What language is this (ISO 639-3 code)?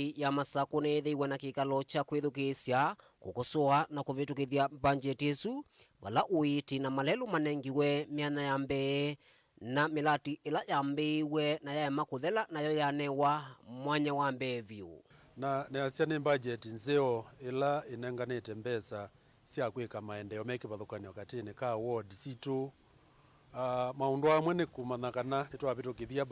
kam